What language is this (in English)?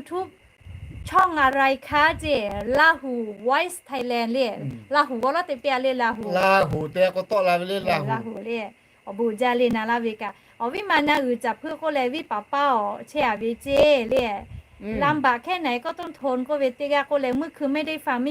Lahu